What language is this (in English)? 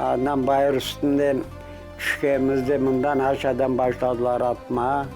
Crimean Tatar